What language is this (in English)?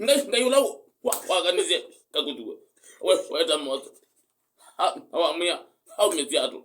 Kamba